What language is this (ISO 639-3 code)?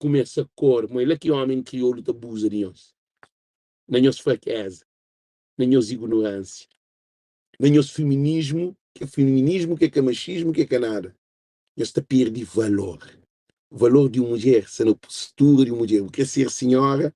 kea